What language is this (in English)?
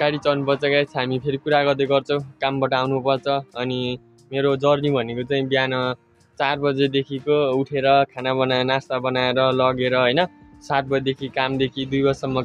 Nepali